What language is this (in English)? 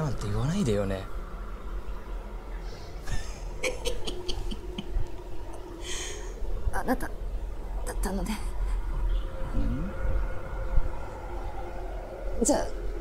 Japanese